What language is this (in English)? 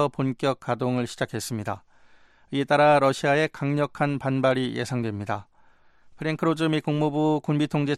Korean